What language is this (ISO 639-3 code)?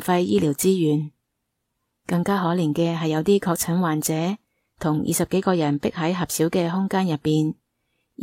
yue